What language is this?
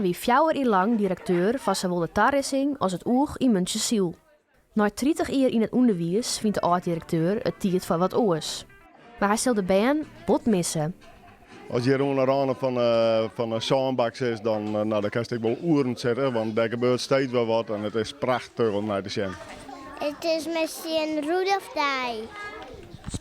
Western Frisian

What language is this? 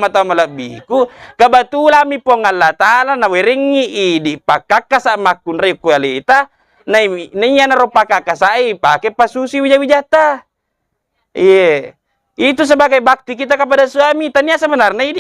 Buginese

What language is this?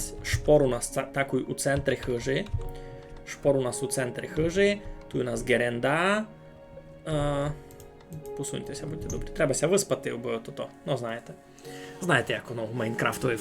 Rusyn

